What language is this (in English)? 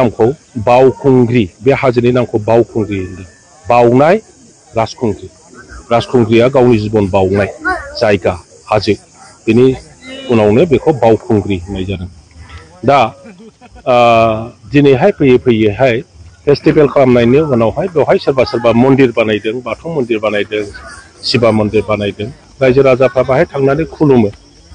Bodo